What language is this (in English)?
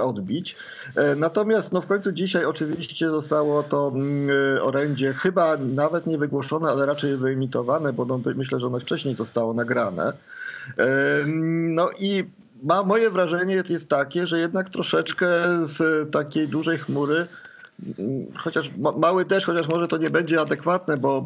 Polish